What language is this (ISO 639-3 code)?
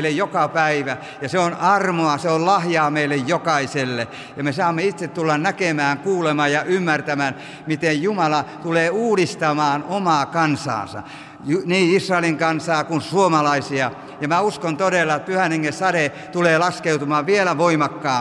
fin